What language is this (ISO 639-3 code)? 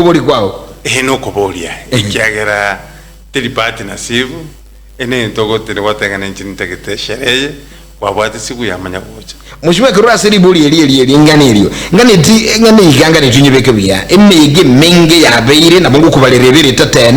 guz